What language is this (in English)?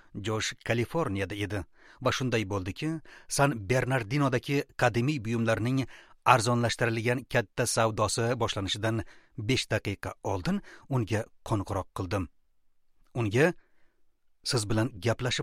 Uzbek